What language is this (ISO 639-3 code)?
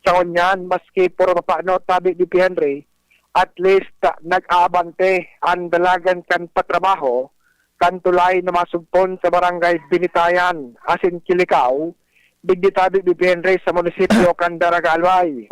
bik